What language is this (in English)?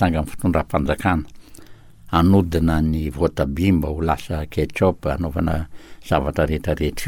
Malagasy